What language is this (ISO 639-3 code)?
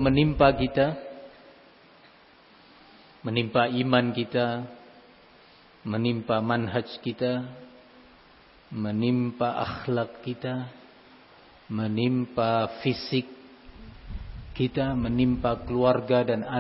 ind